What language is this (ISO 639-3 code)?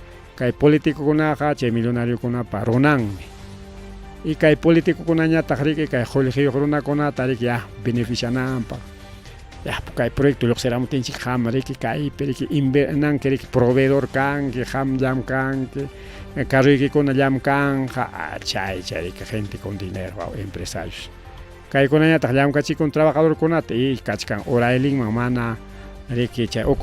quy